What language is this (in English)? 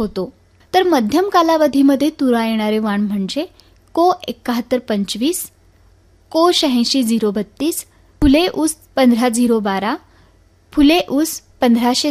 Marathi